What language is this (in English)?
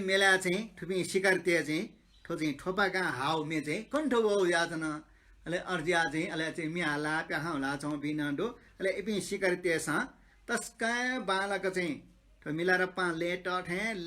Newari